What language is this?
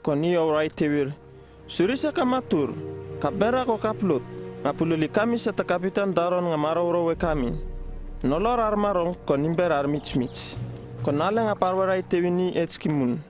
Uripiv-Wala-Rano-Atchin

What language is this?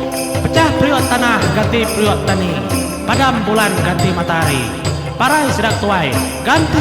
Iban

